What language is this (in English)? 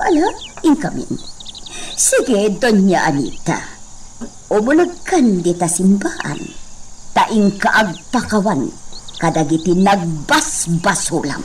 Iloko